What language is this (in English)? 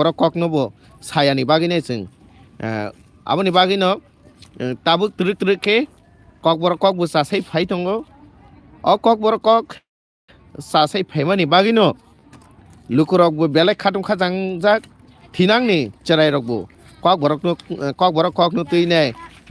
Kok Borok